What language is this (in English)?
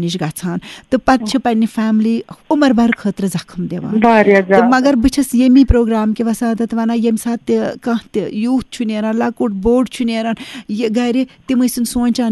Kashmiri